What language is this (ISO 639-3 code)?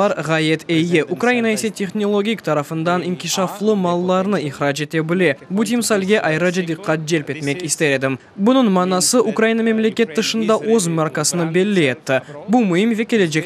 crh